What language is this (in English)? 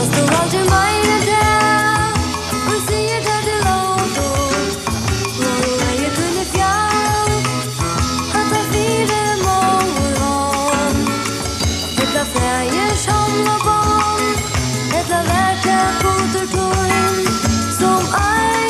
Faroese